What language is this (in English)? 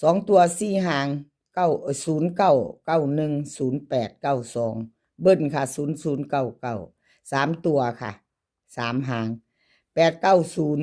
Lao